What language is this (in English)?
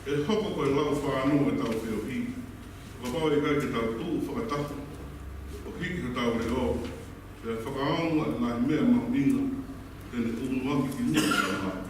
Tongan